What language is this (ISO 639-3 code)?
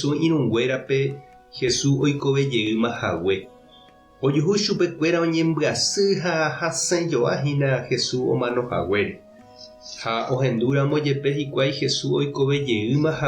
grn